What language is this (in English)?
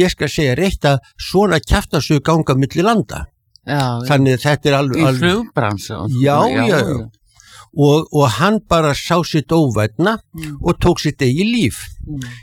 Icelandic